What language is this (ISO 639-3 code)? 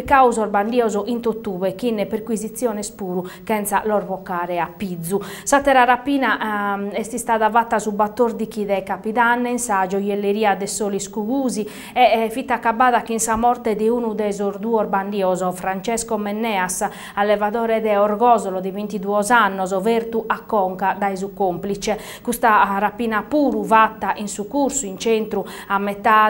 srd